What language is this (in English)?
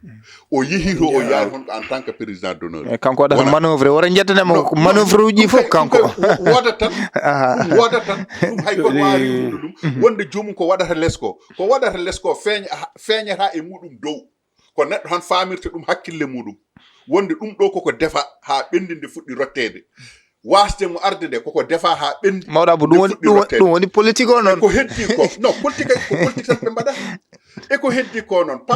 Fula